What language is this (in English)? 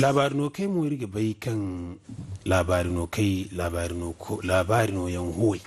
Zarma